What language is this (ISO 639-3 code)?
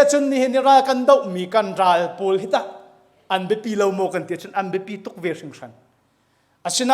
cnh